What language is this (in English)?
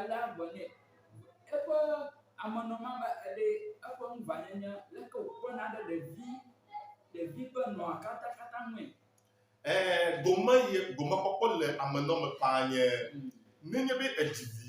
Ewe